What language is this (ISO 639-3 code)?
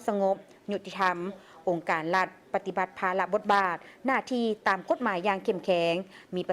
lao